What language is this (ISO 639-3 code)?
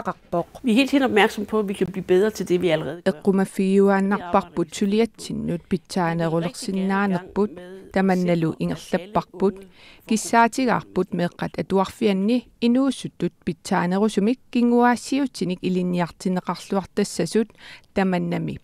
kal